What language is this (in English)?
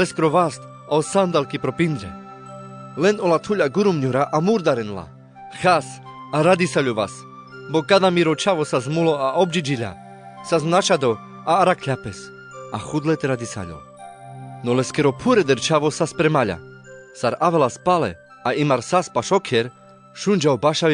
Carpathian Romani